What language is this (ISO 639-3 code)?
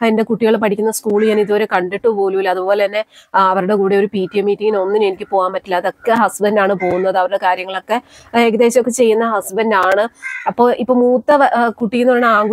mal